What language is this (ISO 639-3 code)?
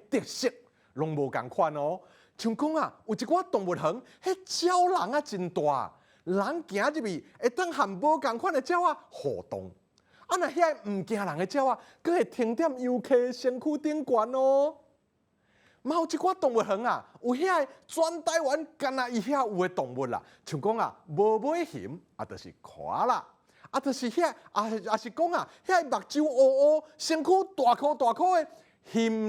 nan